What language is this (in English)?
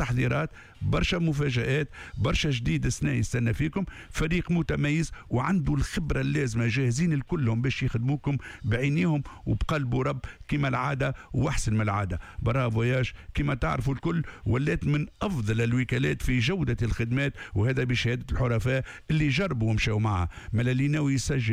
Tunisian Arabic